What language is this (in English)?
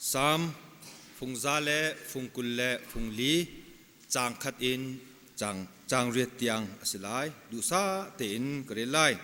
Hakha Chin